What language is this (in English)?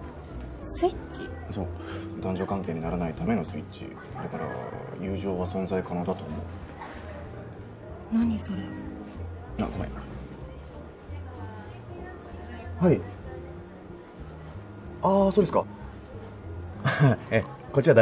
Japanese